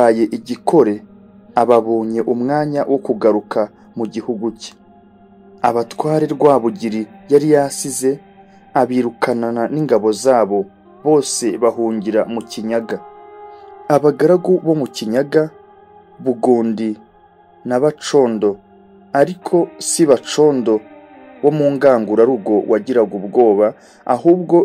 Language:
Kinyarwanda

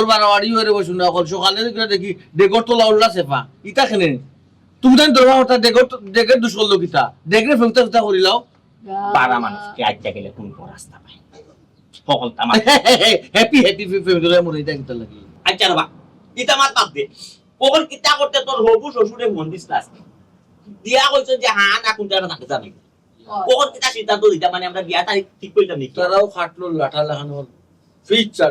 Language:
Sylheti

